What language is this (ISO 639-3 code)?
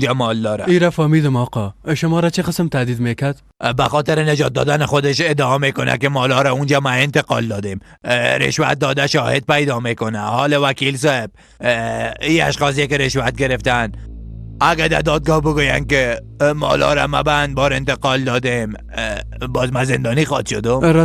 fas